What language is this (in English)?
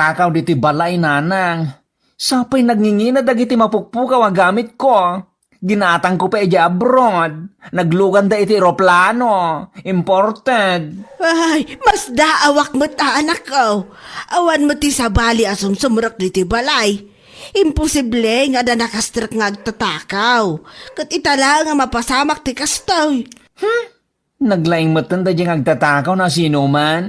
Iloko